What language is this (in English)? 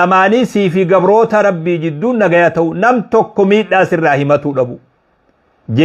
Oromo